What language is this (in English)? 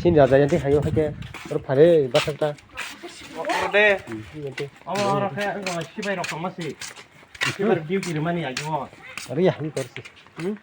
Kok Borok